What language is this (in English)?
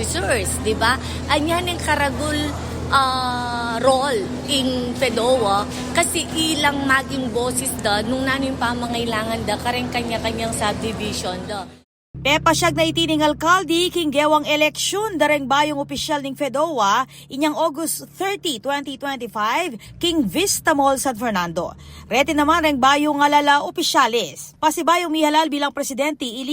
Pampanga